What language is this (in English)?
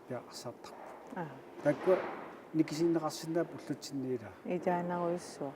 Kalaallisut